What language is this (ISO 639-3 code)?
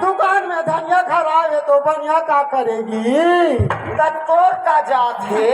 hne